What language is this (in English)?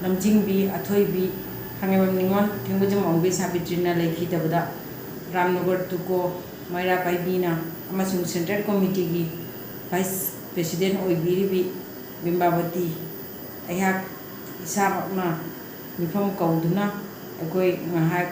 Manipuri